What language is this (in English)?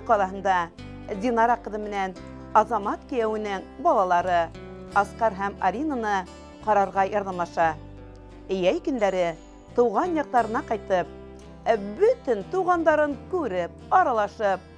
Bashkir